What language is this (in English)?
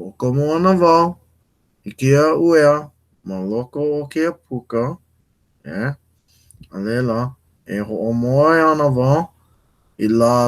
Hawaiian